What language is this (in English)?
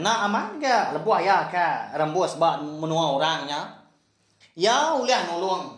Iban